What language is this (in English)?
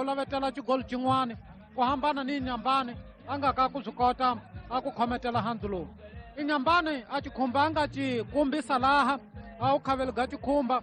Tsonga